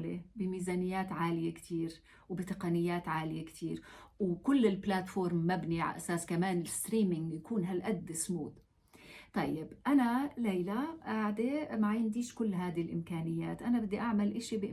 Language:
North Levantine Arabic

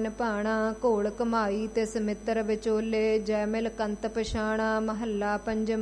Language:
Punjabi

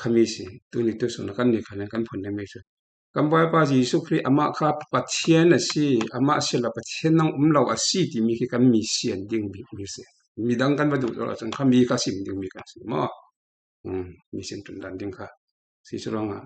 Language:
Falam Chin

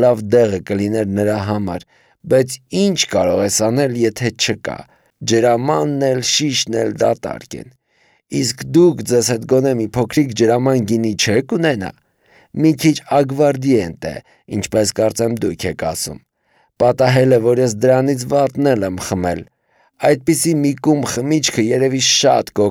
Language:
Armenian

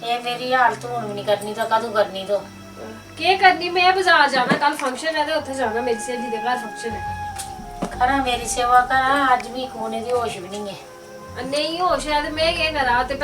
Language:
Dogri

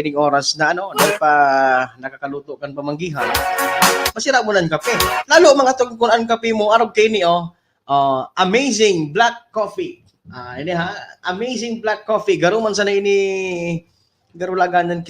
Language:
Bikol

